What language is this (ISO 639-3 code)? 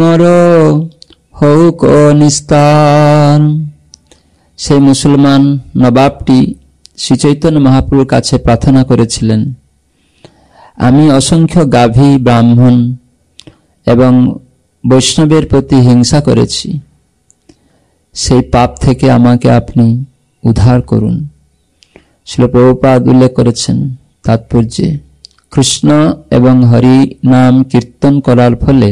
ben